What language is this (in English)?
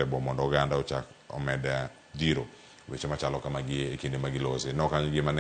Luo (Kenya and Tanzania)